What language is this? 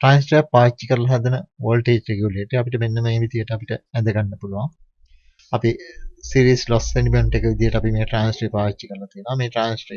Sinhala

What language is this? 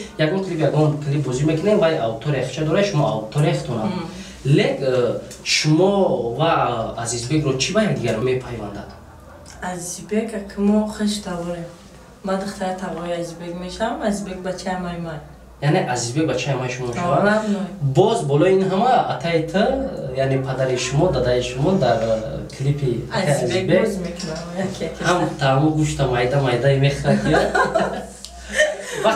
Tajik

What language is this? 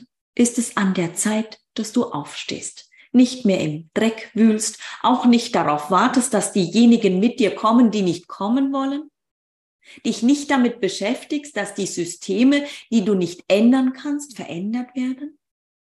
German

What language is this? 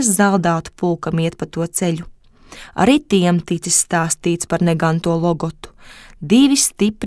Latvian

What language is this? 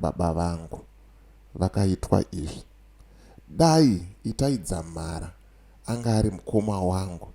Shona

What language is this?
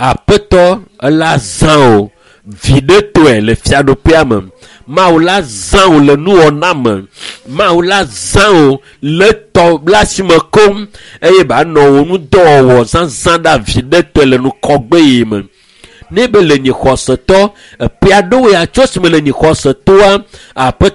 Ewe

